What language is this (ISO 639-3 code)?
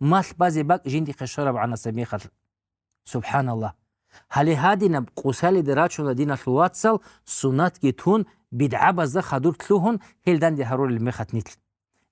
ava